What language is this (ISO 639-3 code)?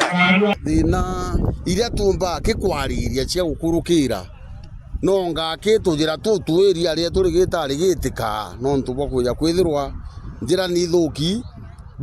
mer